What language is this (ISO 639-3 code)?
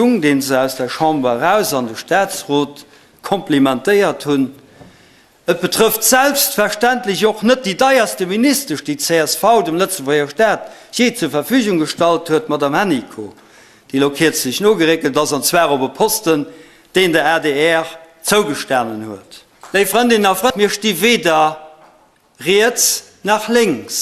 ltz